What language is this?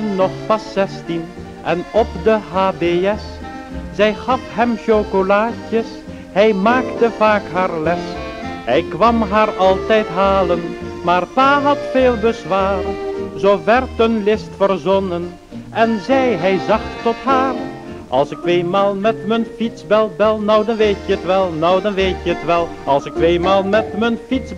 Dutch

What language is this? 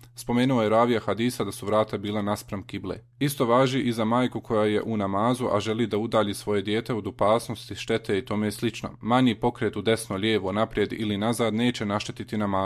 Bosnian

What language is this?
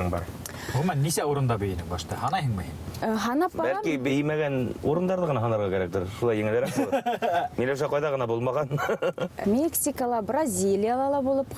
Bashkir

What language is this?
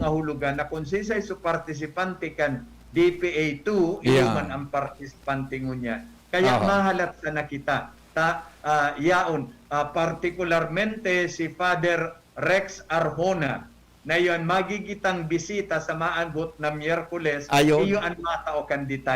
Bikol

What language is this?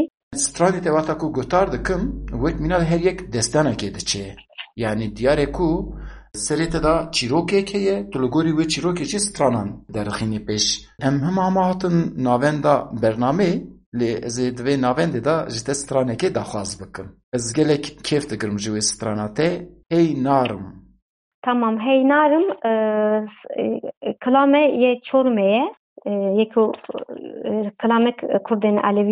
Kurdish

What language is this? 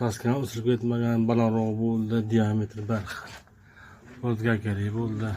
Uzbek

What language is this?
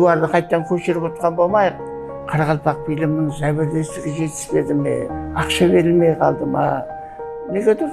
Kara-Kalpak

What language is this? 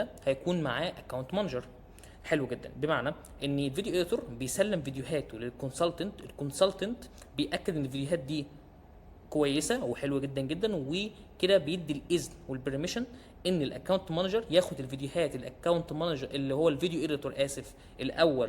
Egyptian Arabic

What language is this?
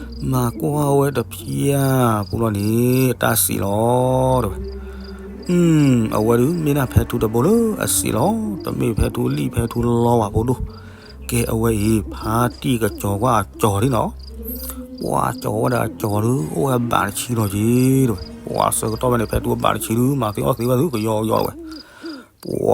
S'gaw Karen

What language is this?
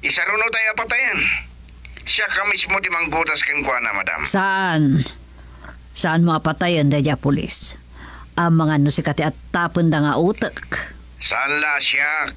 Iloko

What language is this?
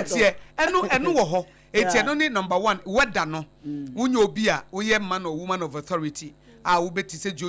Akan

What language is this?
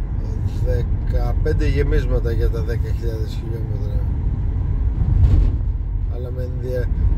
Greek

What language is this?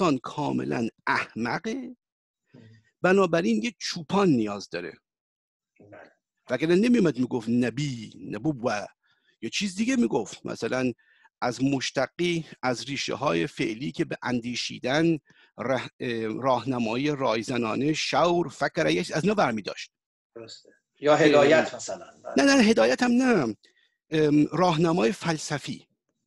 Persian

